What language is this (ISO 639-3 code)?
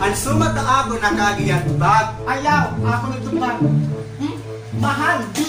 war